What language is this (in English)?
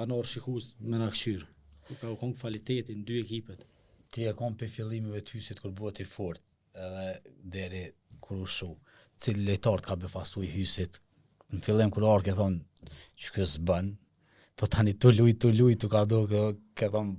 Albanian